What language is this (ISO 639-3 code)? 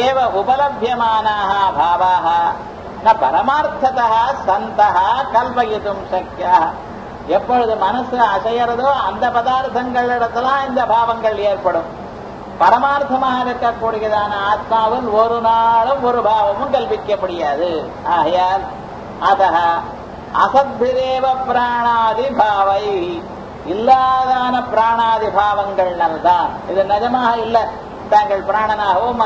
tam